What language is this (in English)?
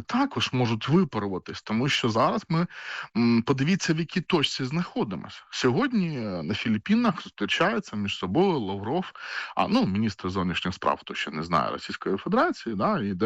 Ukrainian